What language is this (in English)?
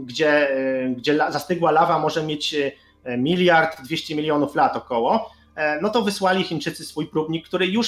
Polish